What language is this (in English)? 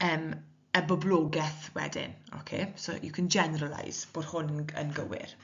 Welsh